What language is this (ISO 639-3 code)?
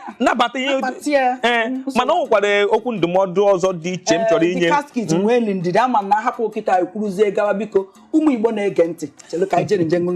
ibo